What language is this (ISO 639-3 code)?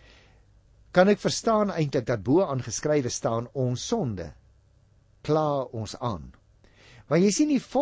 afr